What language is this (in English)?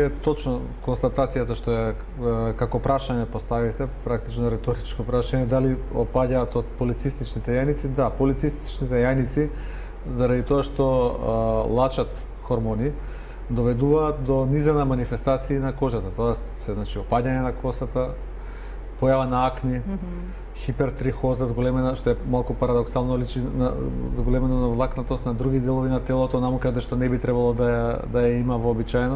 Macedonian